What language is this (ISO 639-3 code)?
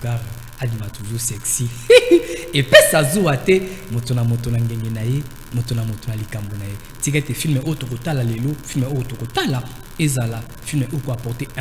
lin